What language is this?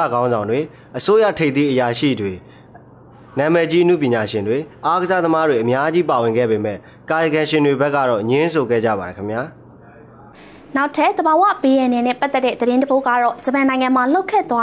Burmese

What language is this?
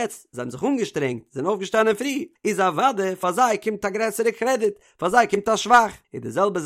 Yiddish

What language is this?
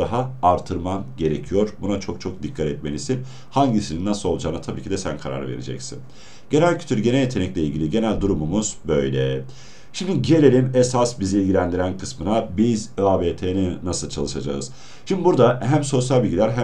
Turkish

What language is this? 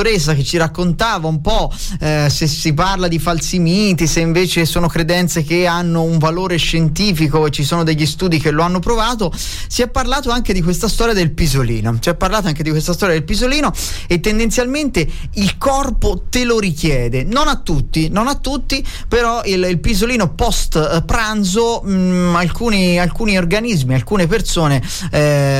Italian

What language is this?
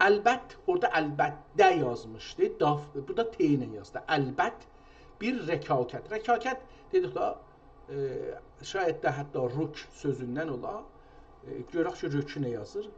South Azerbaijani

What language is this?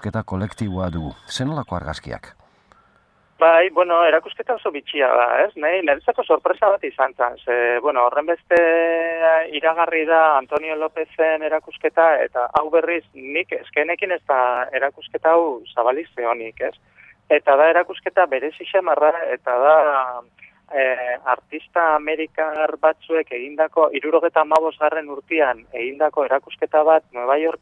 Basque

